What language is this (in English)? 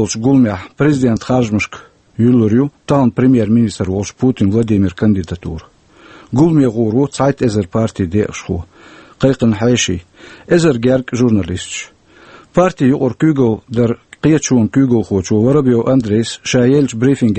Chechen